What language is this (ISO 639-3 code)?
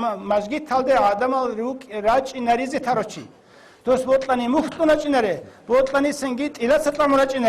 ava